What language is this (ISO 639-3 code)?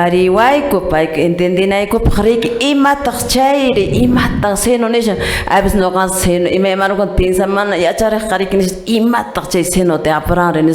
que